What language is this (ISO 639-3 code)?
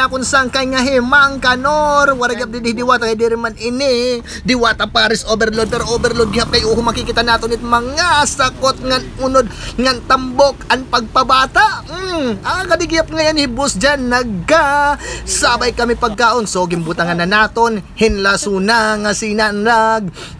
war